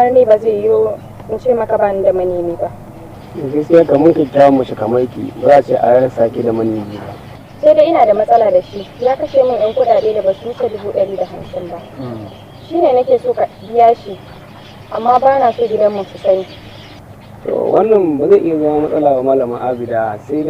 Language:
Hausa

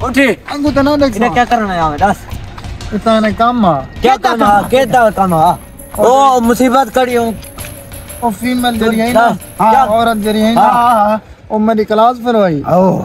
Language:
Saraiki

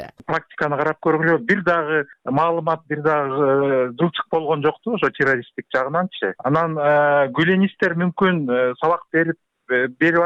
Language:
Kyrgyz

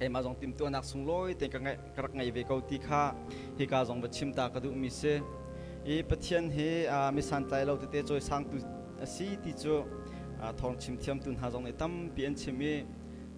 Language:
Hakha Chin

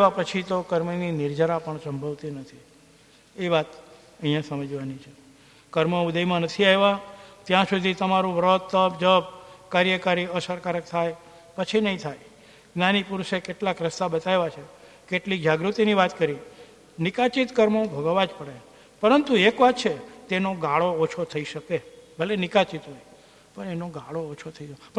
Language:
Gujarati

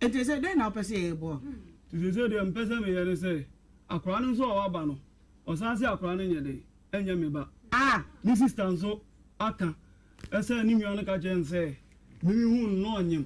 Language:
Akan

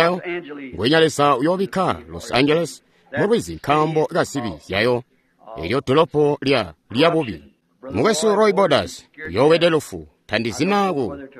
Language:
Tonga (Zambia)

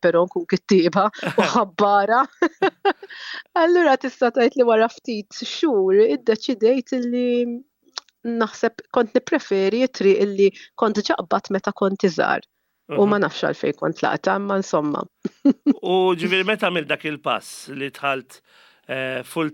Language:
Maltese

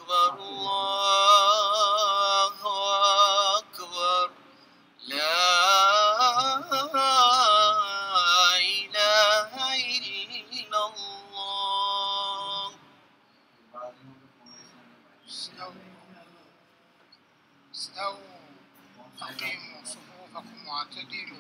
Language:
Arabic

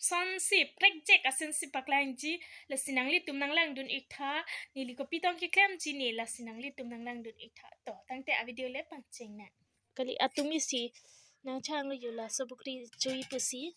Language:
Karbi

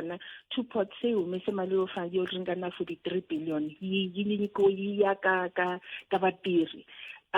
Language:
Tsonga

